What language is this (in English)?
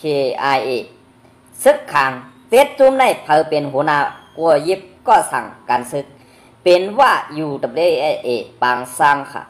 Shan